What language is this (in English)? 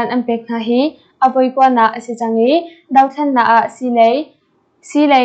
Hakha Chin